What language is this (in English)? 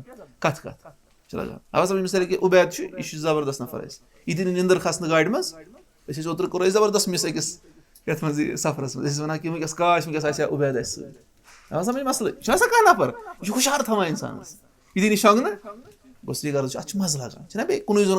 Kashmiri